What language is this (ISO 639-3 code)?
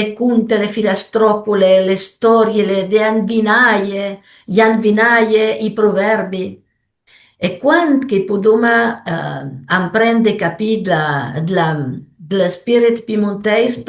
pms